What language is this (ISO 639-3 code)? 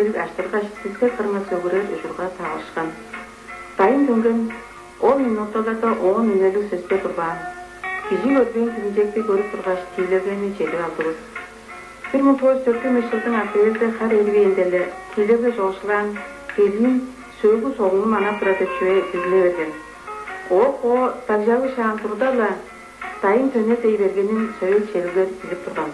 tyv